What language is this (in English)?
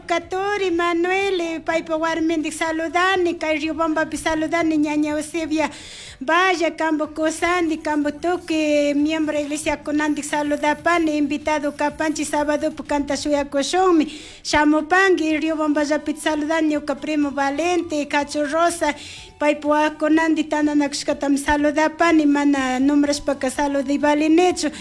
Chimborazo Highland Quichua